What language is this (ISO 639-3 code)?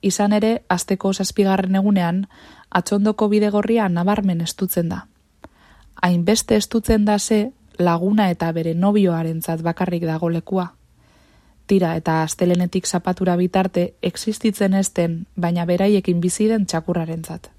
eus